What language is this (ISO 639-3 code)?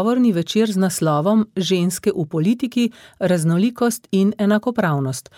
slv